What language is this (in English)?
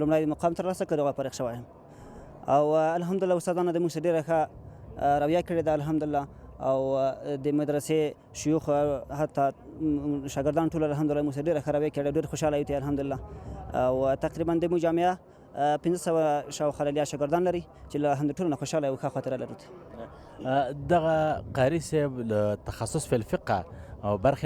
Pashto